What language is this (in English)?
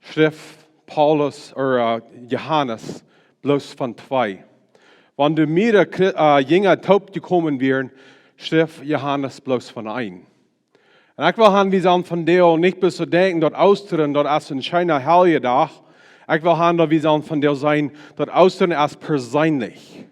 Plautdietsch